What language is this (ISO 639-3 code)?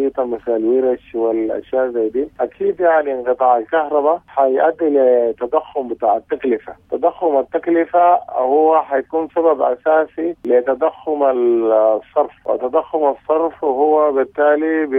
apd